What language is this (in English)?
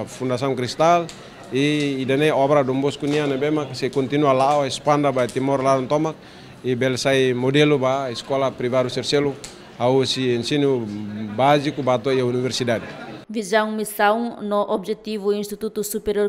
Tetum